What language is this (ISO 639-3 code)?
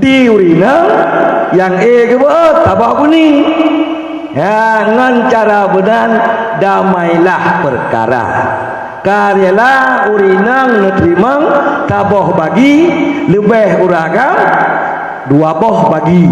ace